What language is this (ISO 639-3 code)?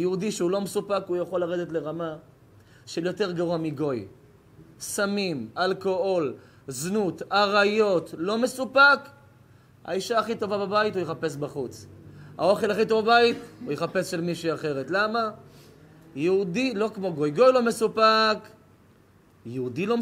heb